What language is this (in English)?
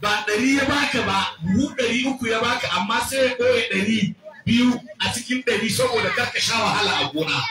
Hausa